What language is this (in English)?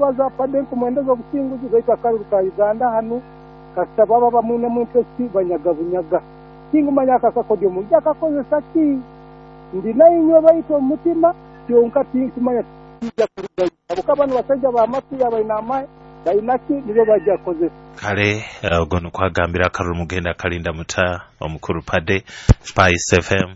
Nyoro